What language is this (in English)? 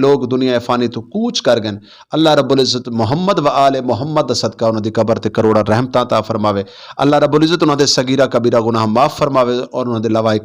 Saraiki